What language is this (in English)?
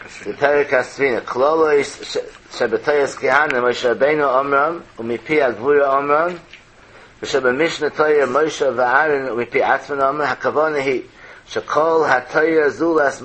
Yiddish